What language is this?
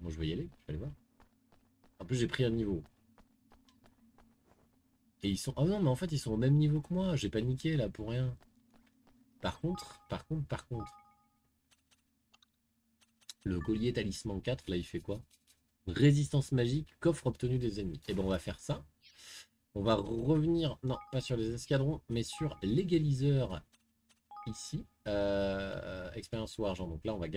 French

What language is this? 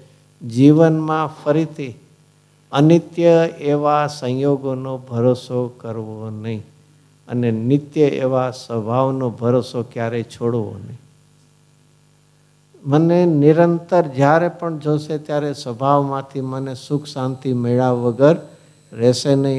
Gujarati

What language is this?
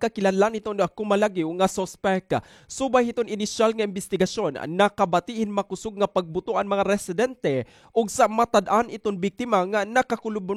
Waray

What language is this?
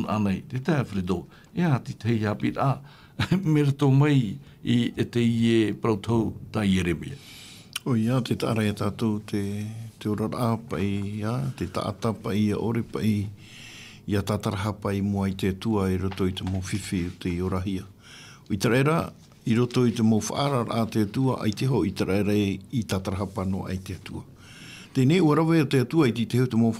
Tahitian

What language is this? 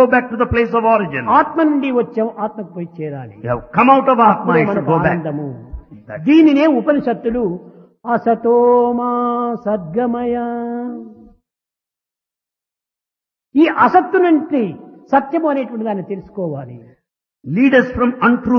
Telugu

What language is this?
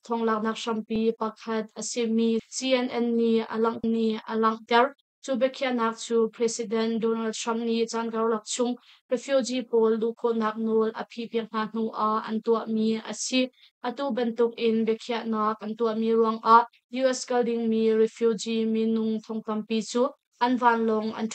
Hakha Chin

